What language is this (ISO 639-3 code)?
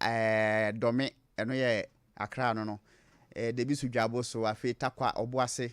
aka